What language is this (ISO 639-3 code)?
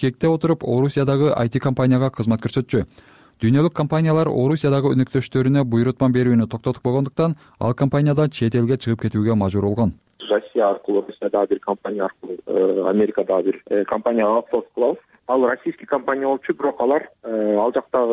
kir